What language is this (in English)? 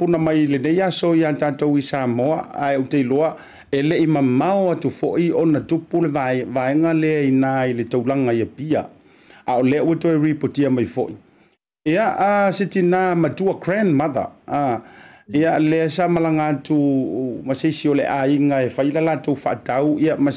Samoan